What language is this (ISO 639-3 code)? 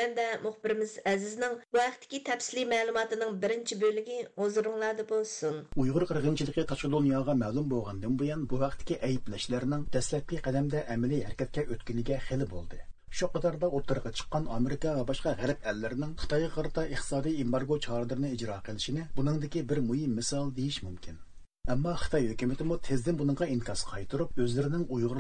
uig